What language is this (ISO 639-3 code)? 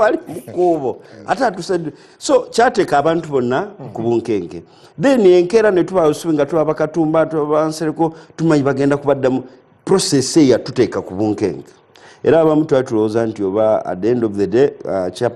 lug